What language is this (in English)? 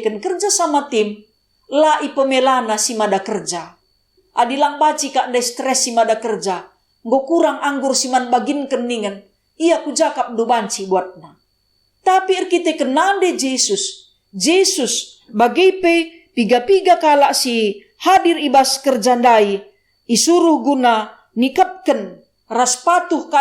Batak Karo